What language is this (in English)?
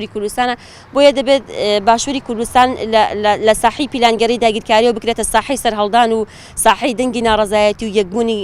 Central Kurdish